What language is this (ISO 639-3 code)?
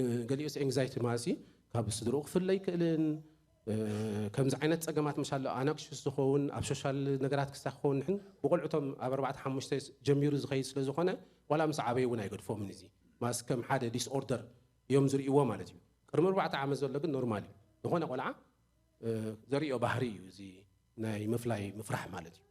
tir